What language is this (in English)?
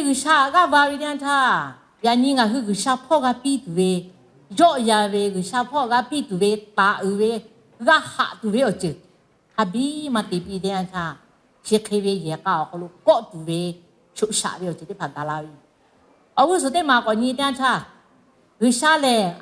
Lahu